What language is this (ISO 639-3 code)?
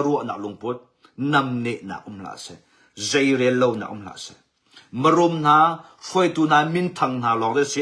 cnh